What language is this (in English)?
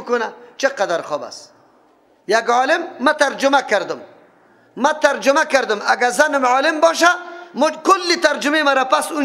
Persian